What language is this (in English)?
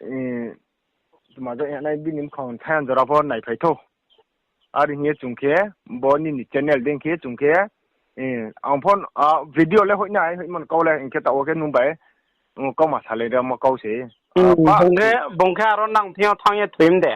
Riang (India)